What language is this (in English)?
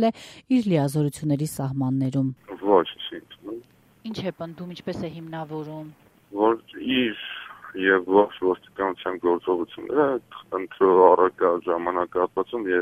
Armenian